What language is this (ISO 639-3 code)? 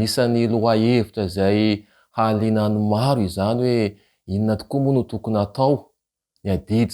mlg